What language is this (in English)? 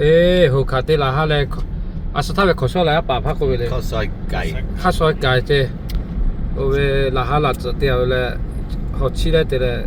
Lahu